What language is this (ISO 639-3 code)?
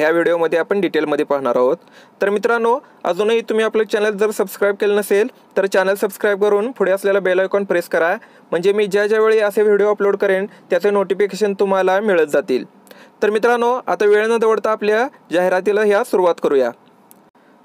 mar